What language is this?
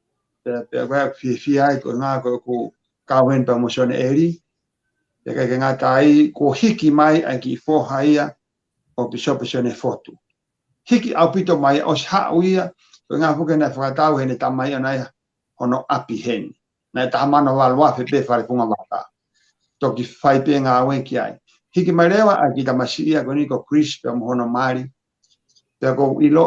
Tongan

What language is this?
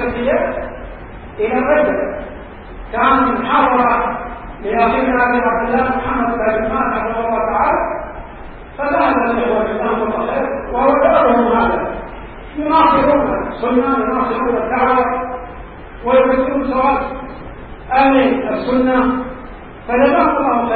Arabic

